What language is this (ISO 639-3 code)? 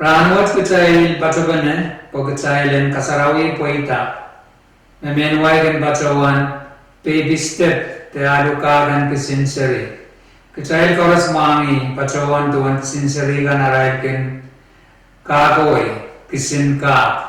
pon